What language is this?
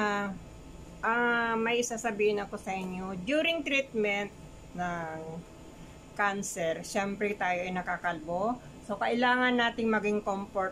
Filipino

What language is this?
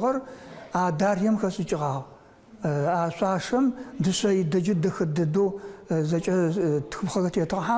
Adyghe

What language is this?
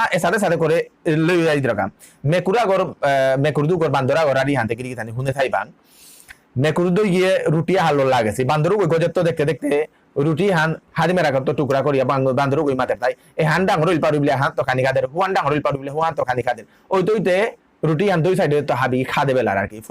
Bishnupriya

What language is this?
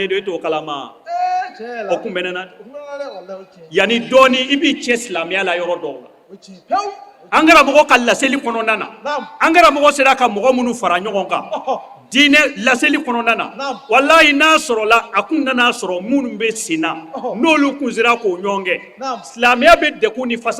Bambara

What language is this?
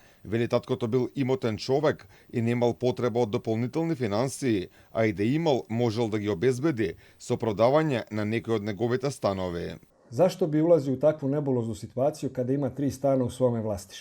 Macedonian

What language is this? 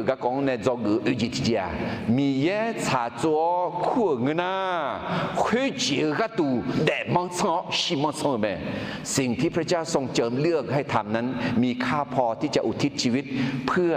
Akha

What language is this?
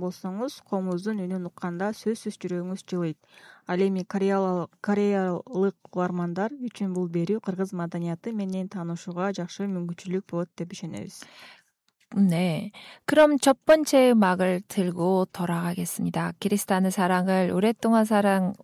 Kyrgyz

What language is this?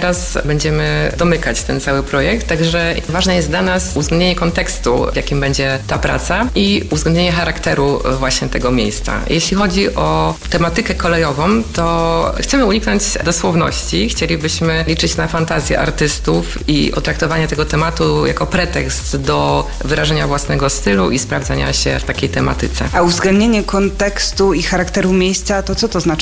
Polish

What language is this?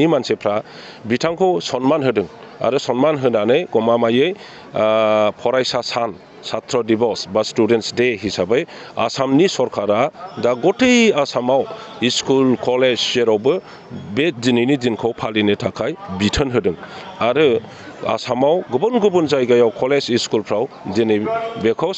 Bodo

